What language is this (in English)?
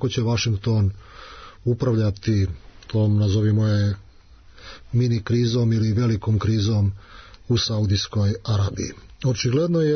Serbian